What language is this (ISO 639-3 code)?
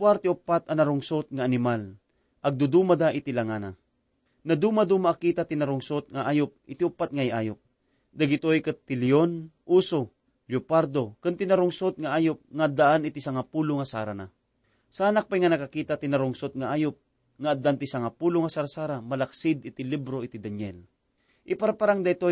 ilo